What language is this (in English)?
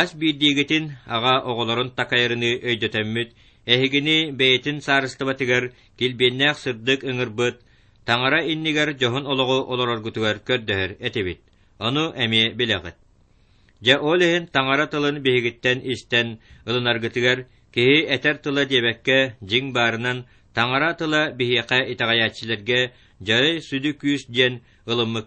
Yakut